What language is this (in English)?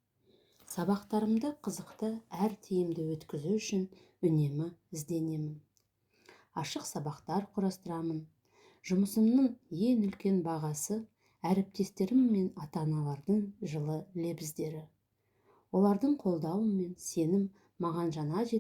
Kazakh